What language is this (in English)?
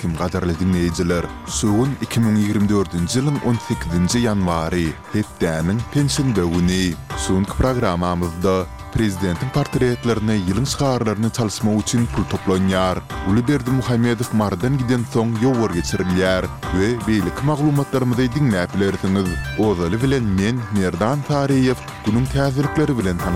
Turkmen